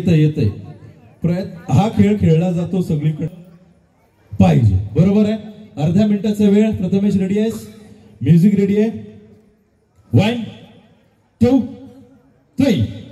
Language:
Marathi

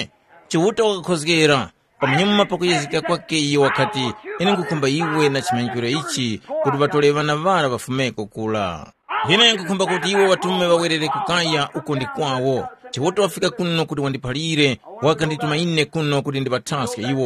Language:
Tumbuka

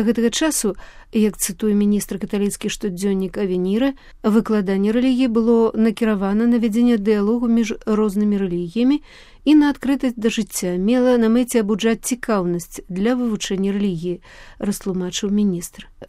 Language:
Belarusian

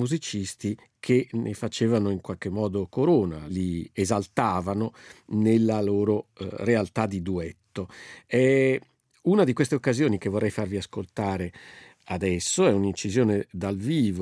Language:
Italian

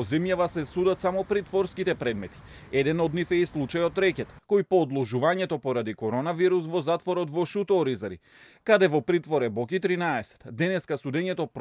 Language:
Macedonian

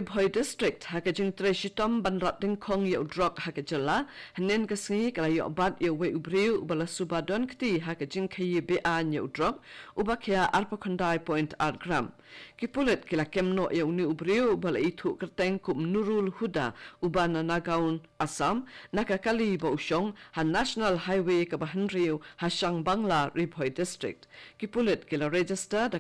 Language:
Khasi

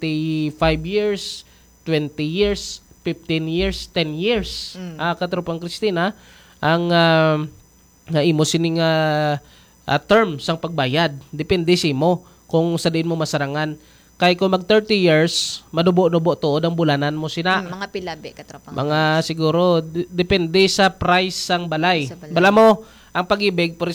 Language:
Hiligaynon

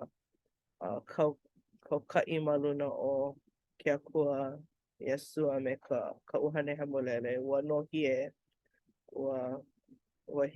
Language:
Hawaiian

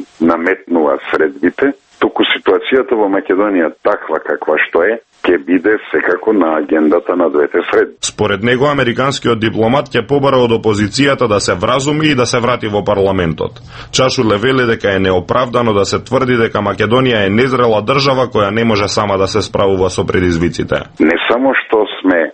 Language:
Macedonian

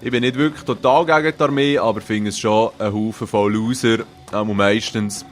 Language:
Swiss German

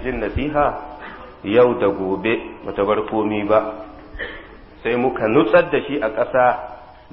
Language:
Hausa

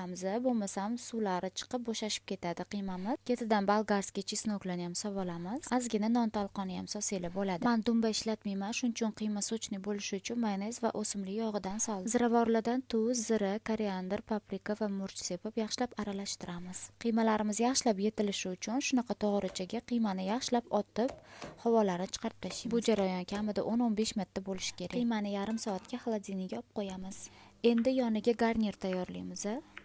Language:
Uzbek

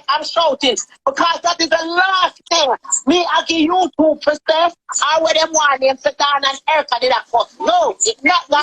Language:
Jamaican Creole English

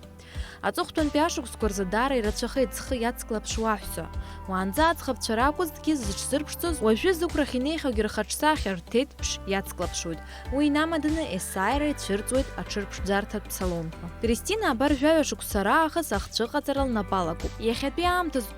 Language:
Abkhazian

